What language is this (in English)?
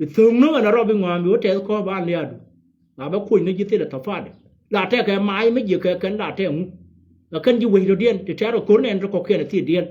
Nuer